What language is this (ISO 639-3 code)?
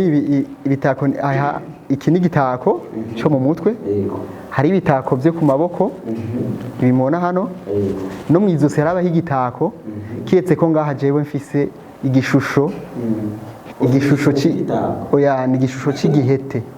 run